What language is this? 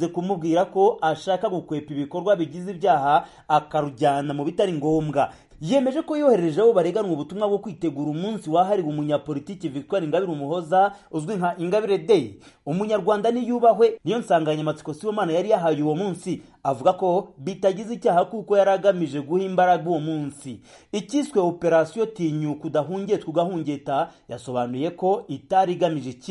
Kinyarwanda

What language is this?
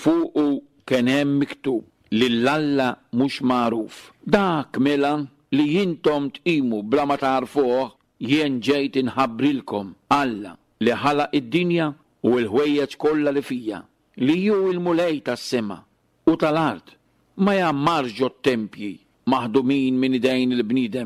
Maltese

